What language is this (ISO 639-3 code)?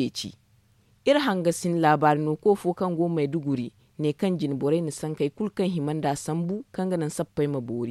dje